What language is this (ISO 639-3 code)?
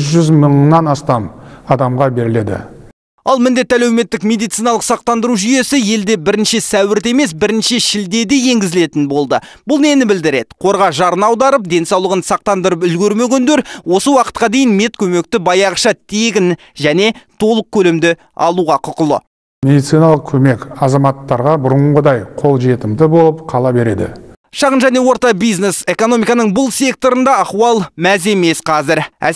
kaz